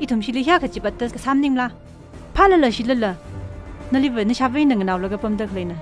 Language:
Tangkhul Naga (India)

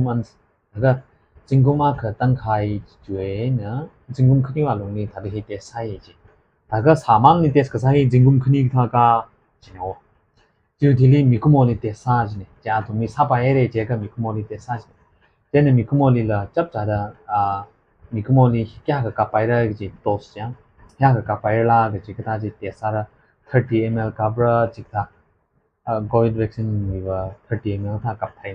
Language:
Tangkhul Naga (India)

